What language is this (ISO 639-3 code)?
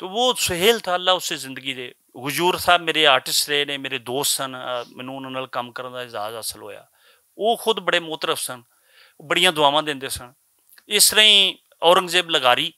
lah